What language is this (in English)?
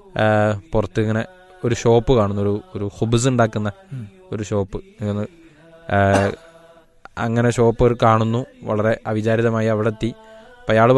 Malayalam